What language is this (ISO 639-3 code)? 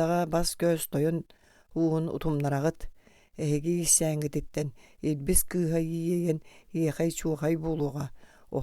sah